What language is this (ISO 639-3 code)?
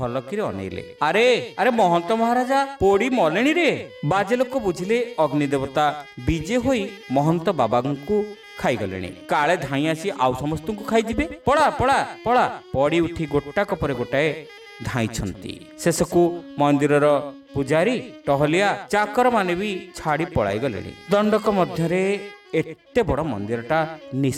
ori